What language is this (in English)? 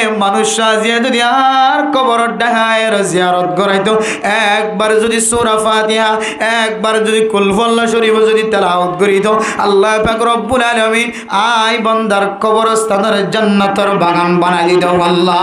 Rohingya